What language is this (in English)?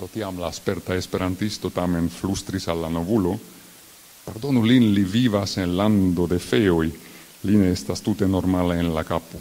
Esperanto